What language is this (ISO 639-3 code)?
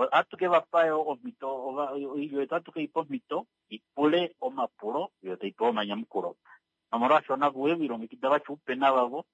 kua